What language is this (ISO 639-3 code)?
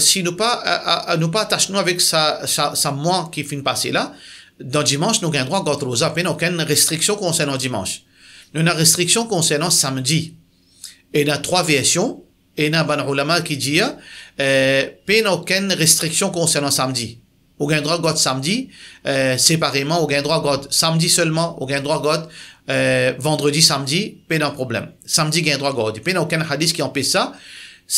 mfe